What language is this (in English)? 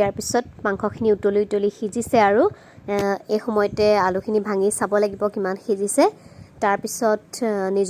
Assamese